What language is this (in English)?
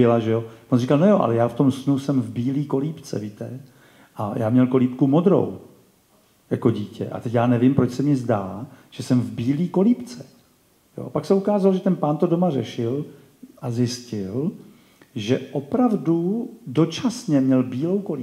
Czech